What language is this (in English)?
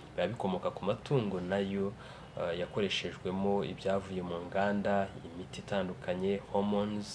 Kinyarwanda